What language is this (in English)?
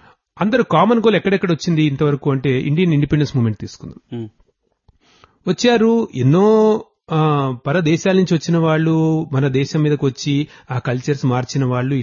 Telugu